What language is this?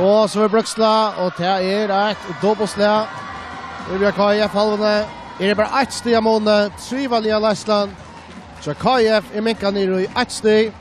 Faroese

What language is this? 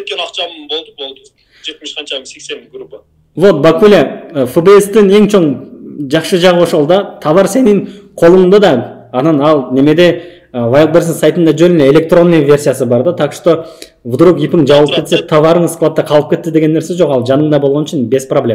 Kyrgyz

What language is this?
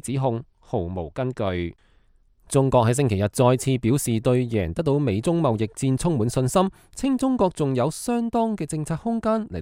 Cantonese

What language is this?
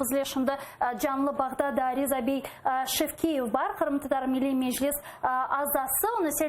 Crimean Tatar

